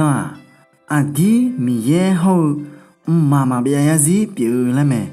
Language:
Akha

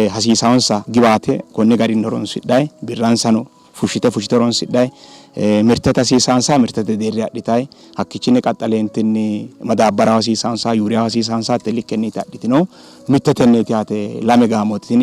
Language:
Sidamo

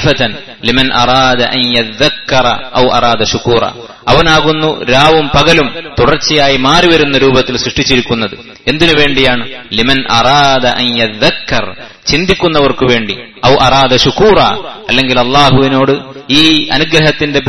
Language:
Malayalam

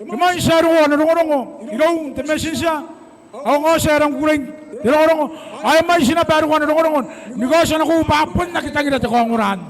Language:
Gilbertese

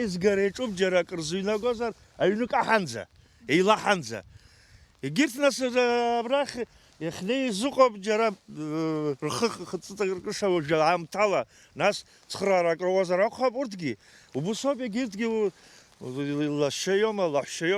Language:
Abkhazian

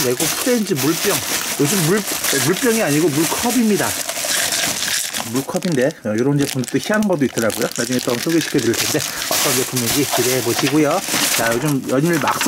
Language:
Korean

